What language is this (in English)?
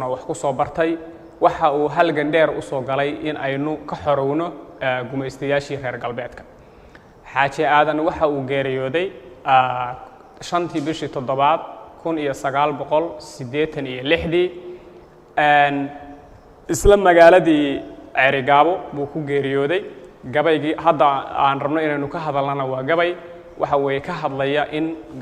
Somali